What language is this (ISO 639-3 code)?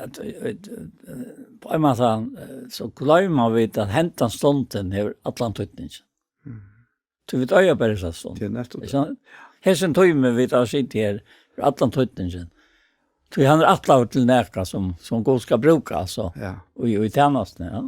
fao